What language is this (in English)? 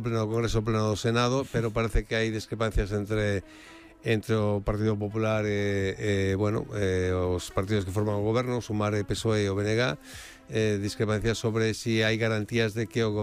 Galician